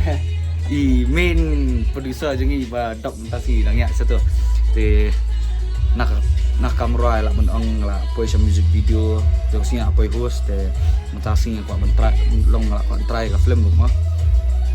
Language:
Khasi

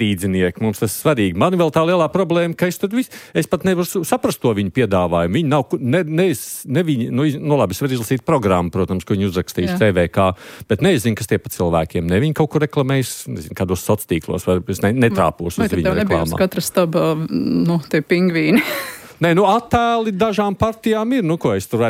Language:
Latvian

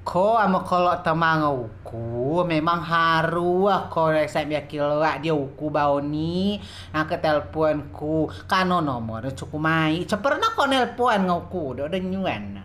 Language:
Rejang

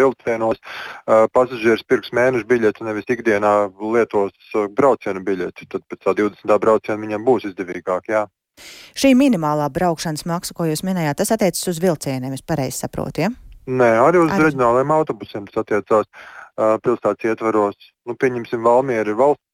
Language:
Latvian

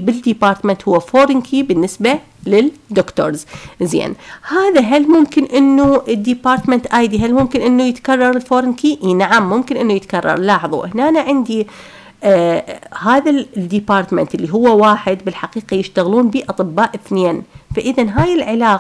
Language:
Mesopotamian Arabic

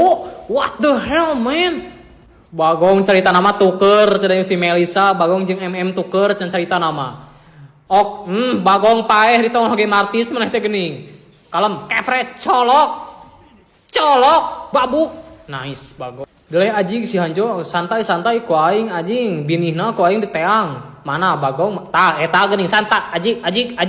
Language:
Sundanese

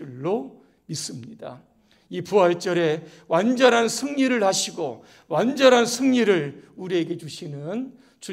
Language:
Korean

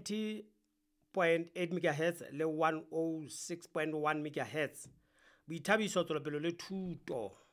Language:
Southern Sotho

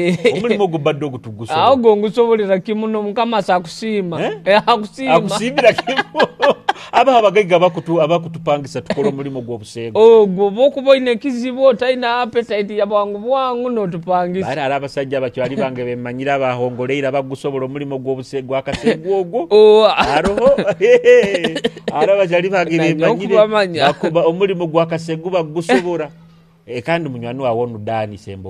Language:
Nyoro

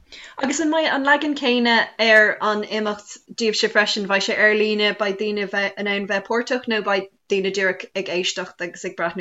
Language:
Irish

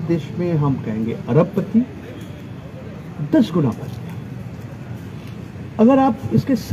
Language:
Hindi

